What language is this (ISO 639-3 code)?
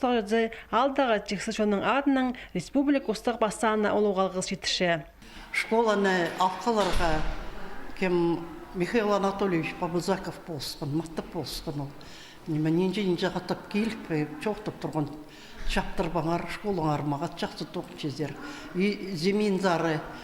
kjh